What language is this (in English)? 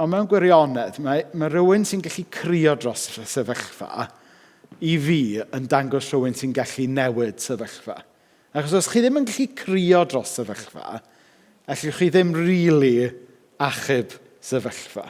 Welsh